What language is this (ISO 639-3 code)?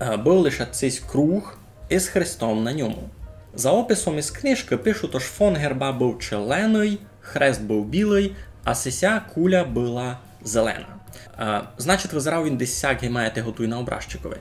rue